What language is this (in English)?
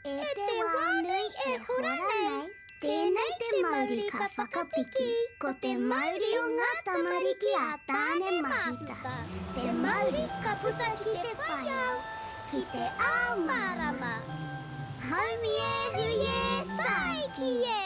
Māori